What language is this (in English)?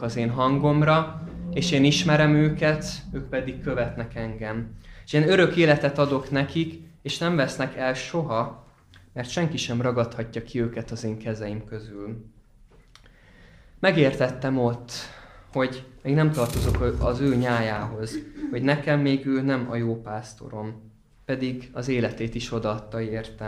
Hungarian